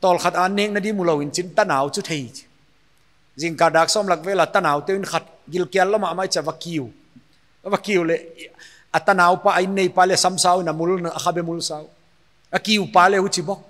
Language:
Paite Chin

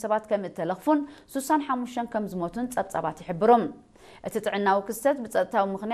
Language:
Tigrinya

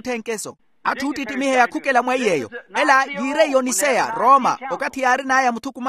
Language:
Makhuwa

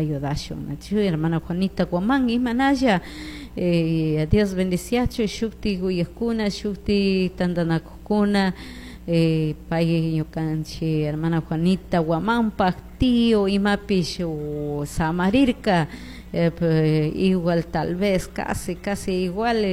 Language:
Chimborazo Highland Quichua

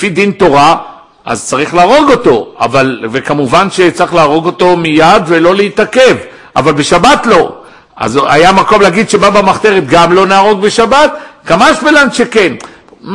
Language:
Hebrew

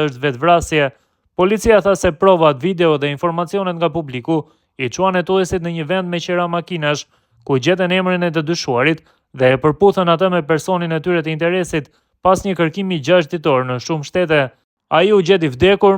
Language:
Albanian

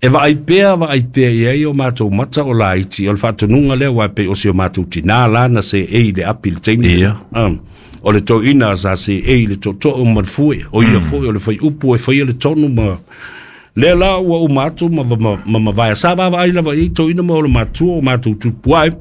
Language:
Samoan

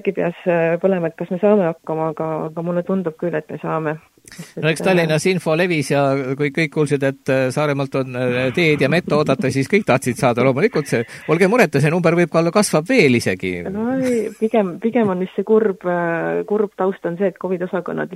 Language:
Estonian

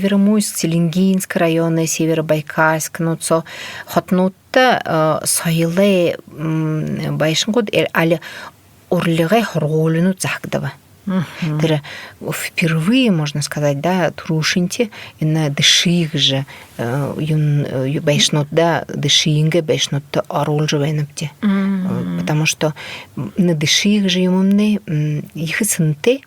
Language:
Buriat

